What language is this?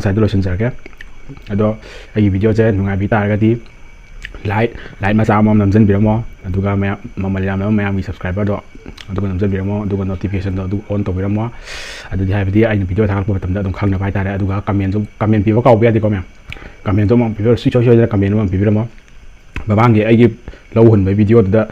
Manipuri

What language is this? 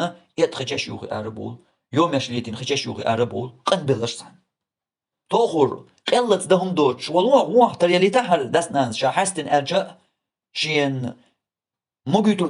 Chechen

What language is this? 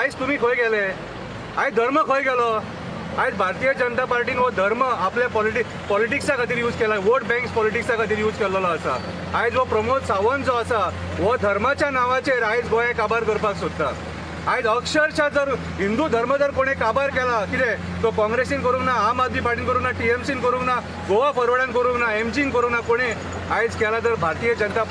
Konkani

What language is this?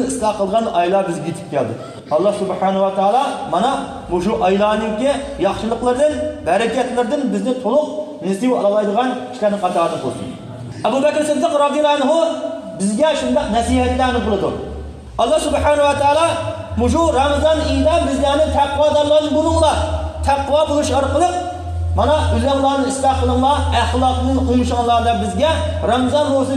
Uyghur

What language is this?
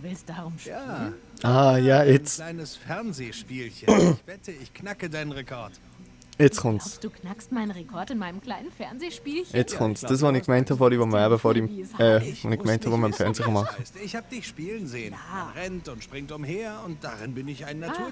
Swiss German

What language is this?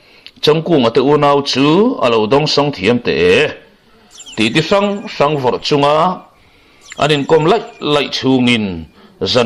Mizo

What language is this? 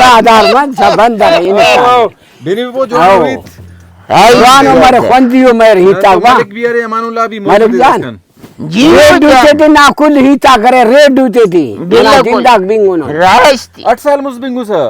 Brahui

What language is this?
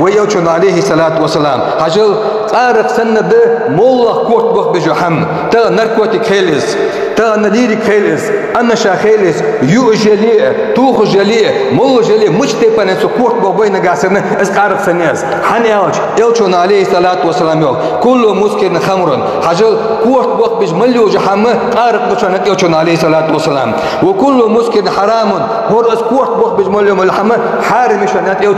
Ingush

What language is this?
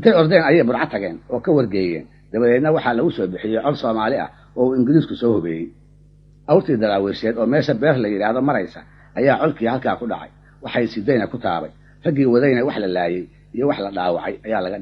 Somali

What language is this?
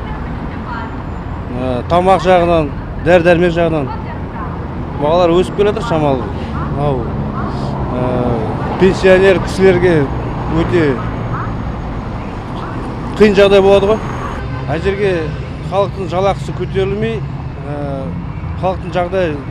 Kazakh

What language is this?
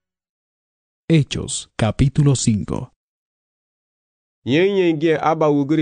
Garifuna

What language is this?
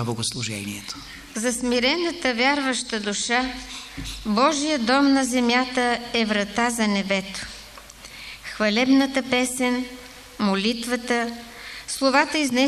Bulgarian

